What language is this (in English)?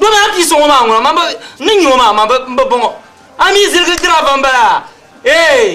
Dagbani